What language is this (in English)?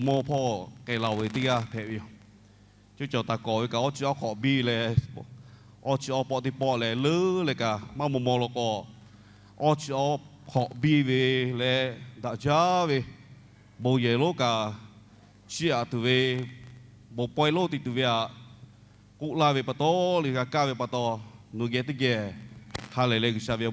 Lahu